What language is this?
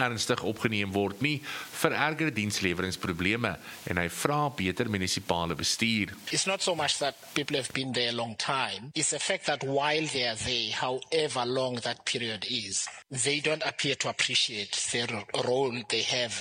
Afrikaans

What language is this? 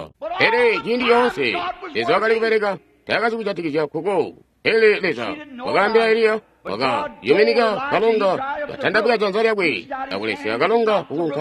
Tonga (Zambia)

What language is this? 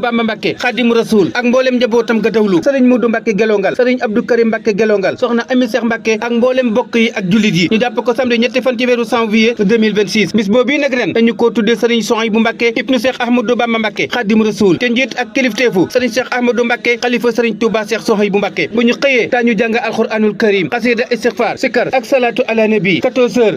Wolof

